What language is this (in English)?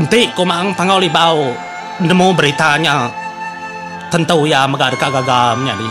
Iban